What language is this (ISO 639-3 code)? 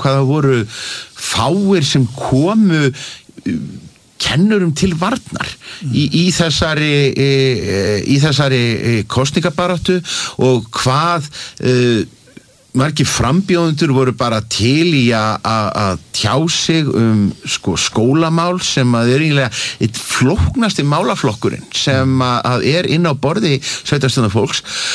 isl